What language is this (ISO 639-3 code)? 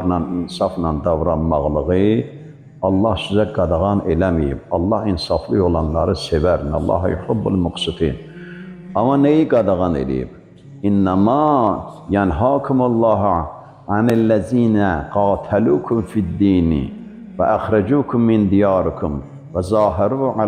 aze